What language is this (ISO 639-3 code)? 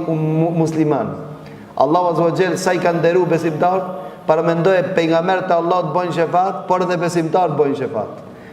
sqi